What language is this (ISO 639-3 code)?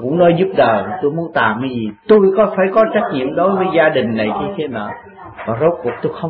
vie